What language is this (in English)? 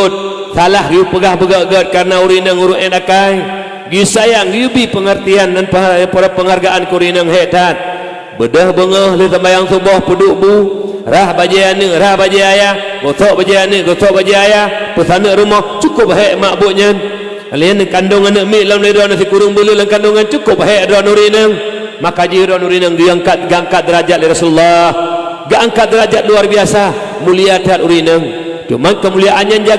Achinese